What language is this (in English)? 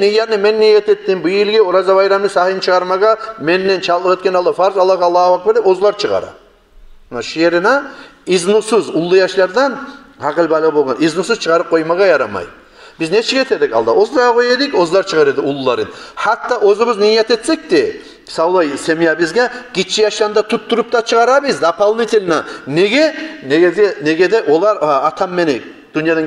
Kumyk